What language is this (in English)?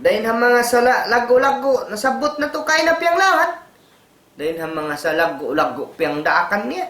Tausug